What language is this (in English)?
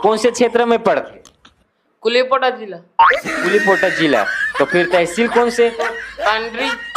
Chhattisgarhi